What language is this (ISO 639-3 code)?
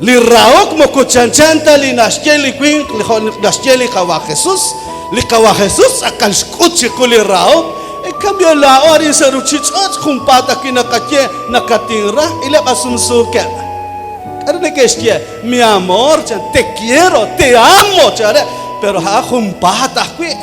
kek